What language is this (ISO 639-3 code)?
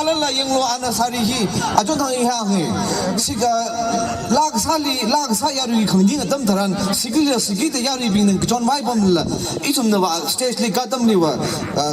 nmf